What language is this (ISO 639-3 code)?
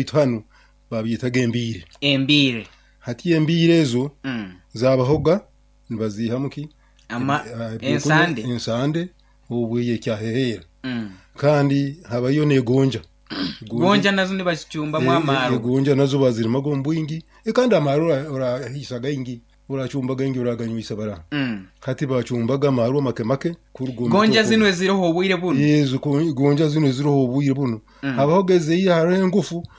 nyo